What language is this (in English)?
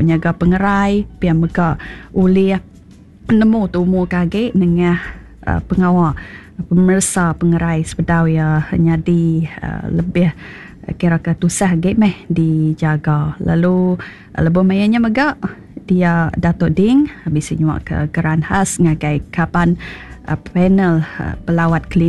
Iban